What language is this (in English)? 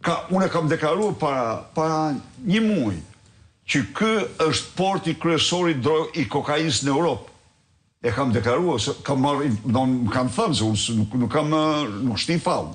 Albanian